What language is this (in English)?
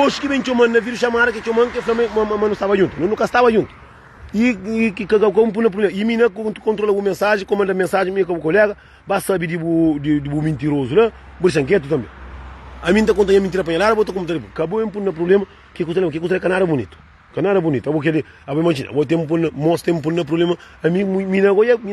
Kabuverdianu